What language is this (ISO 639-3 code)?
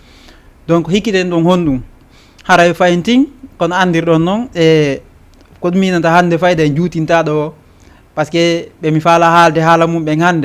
ful